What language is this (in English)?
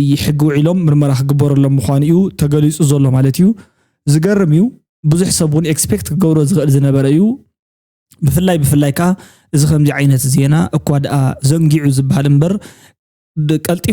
Tigrinya